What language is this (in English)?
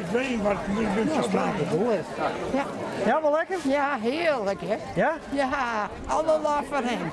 Western Frisian